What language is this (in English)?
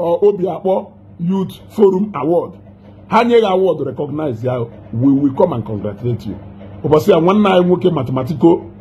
Igbo